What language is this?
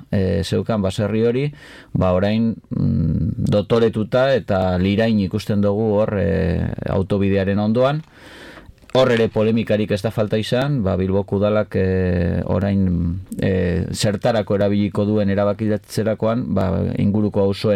Basque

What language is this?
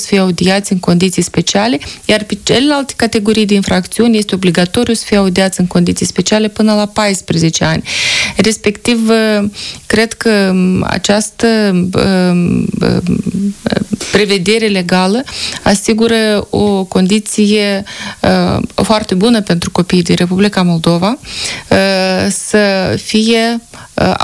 Romanian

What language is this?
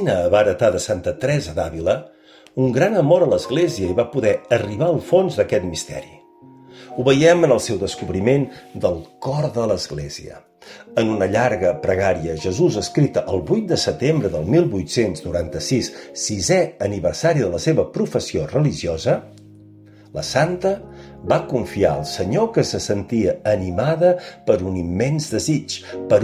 Catalan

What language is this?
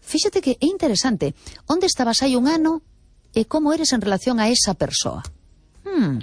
Galician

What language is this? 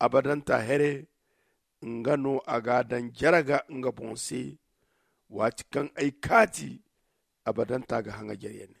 Zarma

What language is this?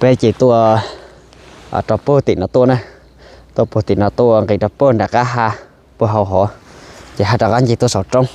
Hmong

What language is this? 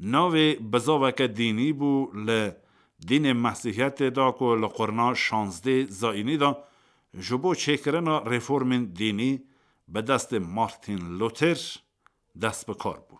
Kurdish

